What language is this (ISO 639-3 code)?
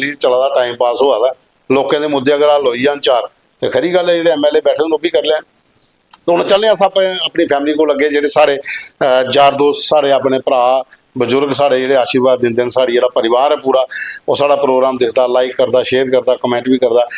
doi